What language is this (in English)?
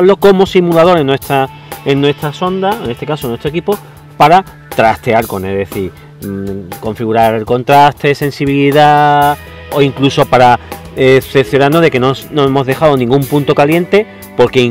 Spanish